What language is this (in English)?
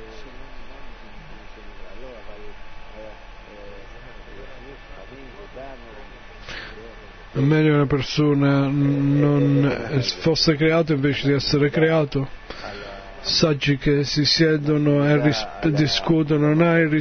Italian